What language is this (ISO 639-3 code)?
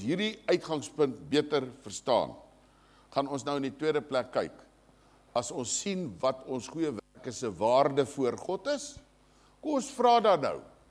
afr